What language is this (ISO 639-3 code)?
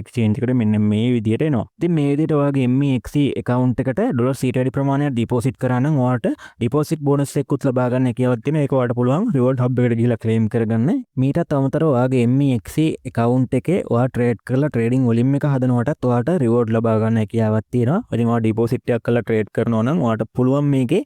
sin